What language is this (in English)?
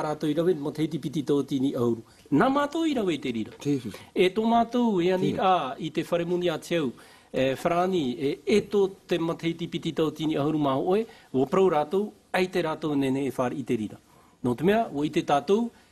Tahitian